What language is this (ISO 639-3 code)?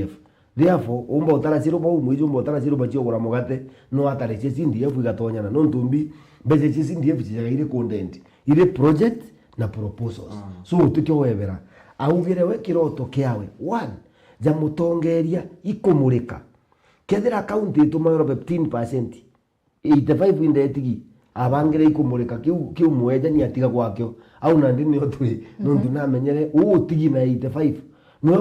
mer